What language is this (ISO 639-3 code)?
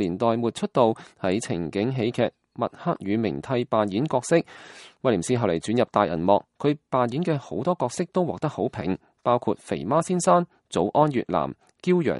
yue